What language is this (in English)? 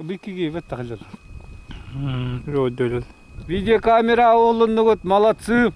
Yakut